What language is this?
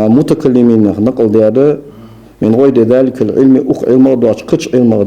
Ingush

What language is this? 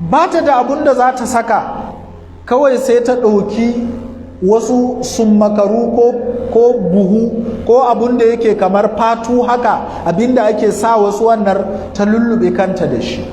Hausa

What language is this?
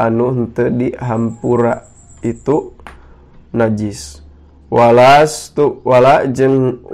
Sundanese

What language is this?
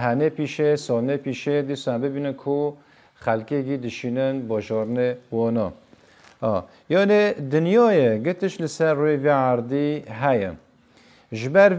Kurdish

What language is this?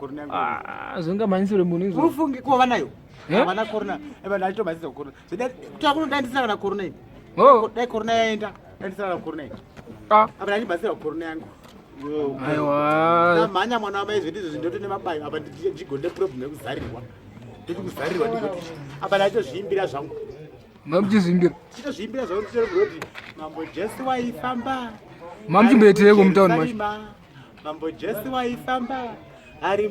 Shona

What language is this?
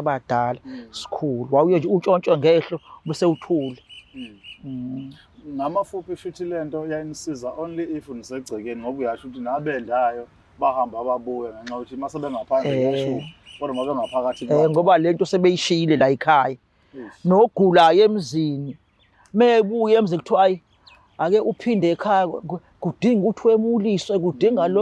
Zulu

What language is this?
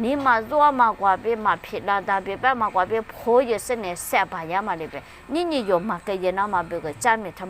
Lisu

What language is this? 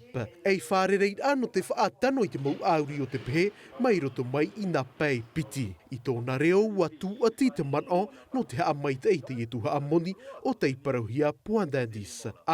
Tahitian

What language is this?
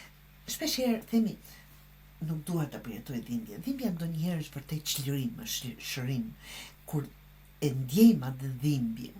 Albanian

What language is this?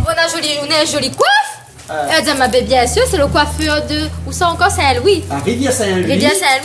Réunion Creole French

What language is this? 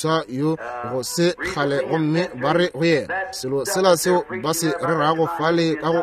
Northern Sotho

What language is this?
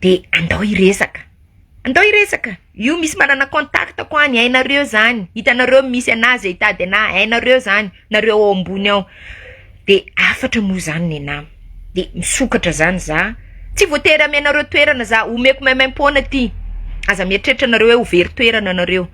Malagasy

